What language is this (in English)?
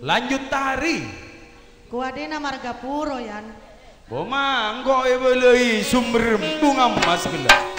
Madurese